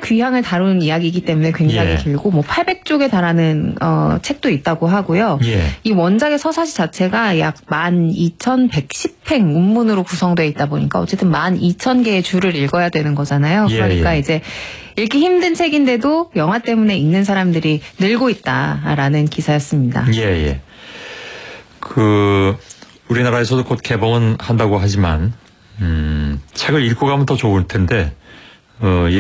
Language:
Korean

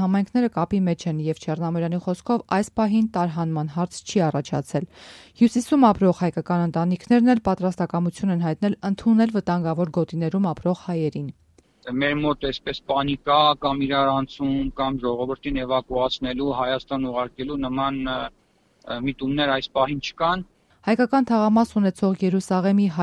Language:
Armenian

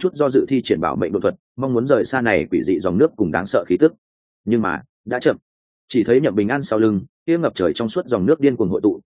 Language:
Vietnamese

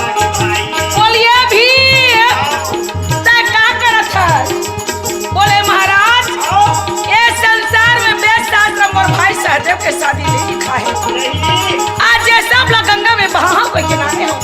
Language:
Chhattisgarhi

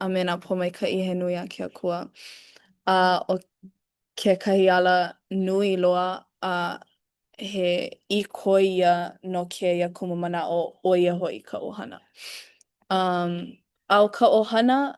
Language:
Hawaiian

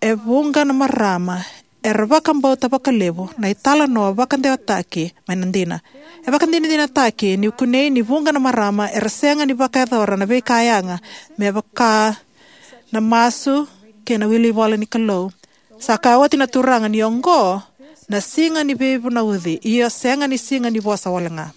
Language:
Fijian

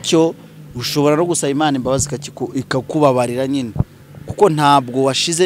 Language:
Kinyarwanda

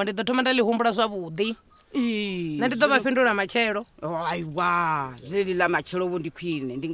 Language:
Venda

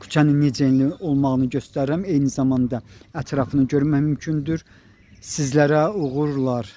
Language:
Azerbaijani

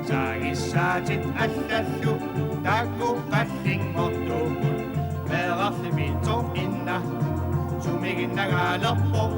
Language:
Kalaallisut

